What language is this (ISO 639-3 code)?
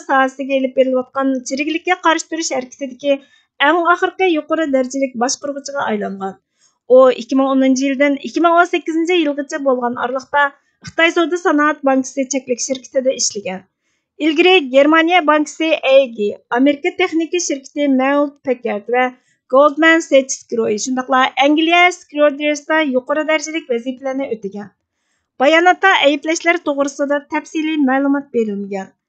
uig